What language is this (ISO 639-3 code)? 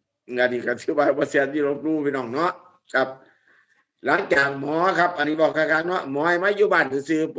tts